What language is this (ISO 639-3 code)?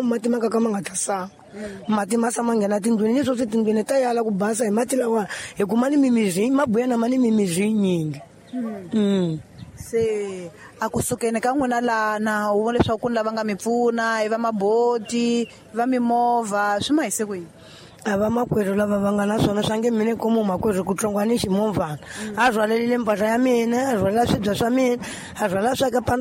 tso